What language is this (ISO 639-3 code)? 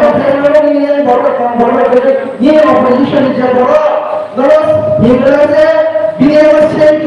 trp